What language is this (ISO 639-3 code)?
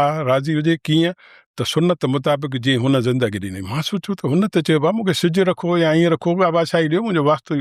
snd